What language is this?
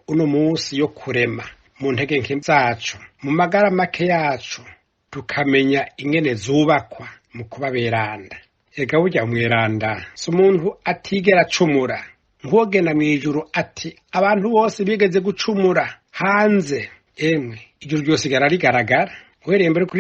Rundi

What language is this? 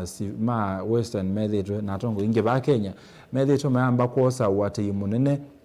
Kamba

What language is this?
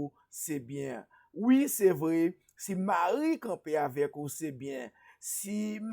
Haitian Creole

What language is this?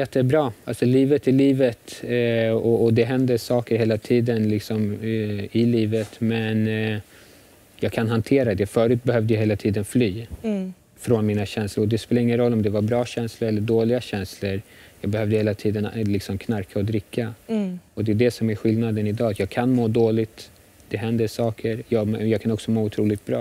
Swedish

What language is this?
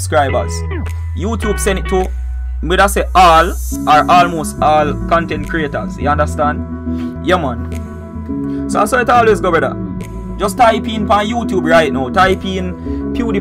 Jamaican Creole English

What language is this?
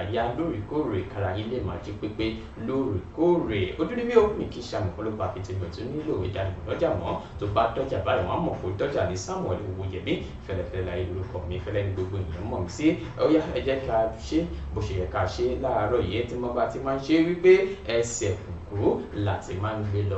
Yoruba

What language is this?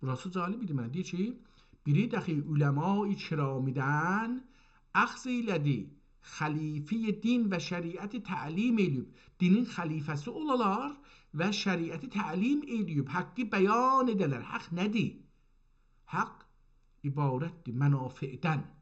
South Azerbaijani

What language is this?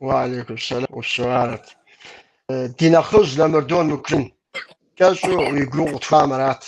Kabardian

